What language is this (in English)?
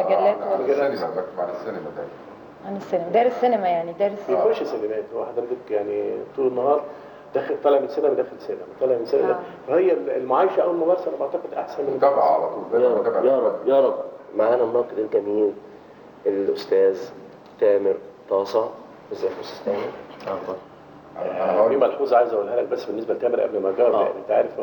Egyptian Arabic